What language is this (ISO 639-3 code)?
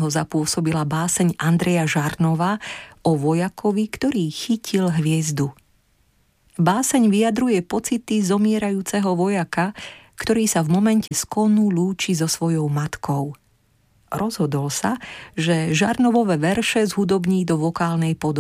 slk